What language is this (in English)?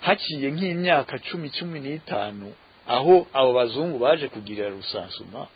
Rundi